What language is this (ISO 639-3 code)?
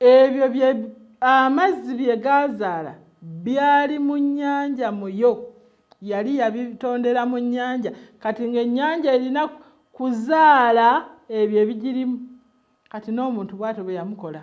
lug